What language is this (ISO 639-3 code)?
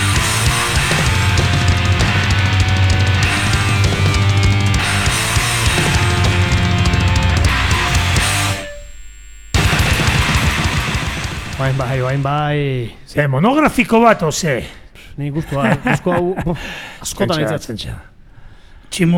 eus